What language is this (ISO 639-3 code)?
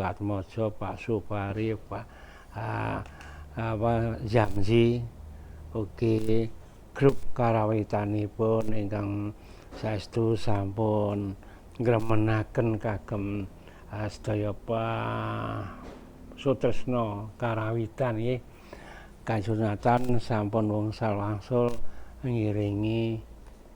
jav